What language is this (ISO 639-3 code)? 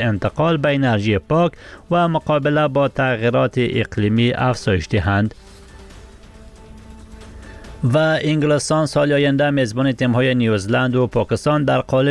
fas